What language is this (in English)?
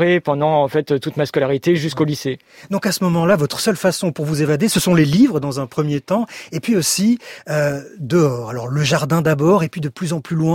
French